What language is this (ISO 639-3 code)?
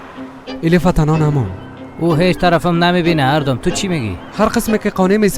fas